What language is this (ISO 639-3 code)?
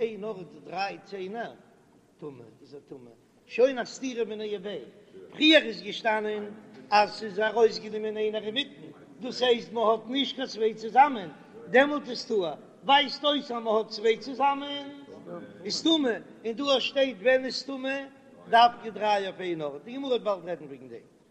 yid